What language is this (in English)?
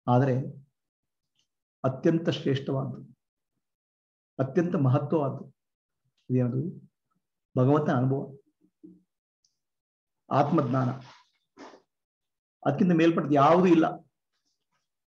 Kannada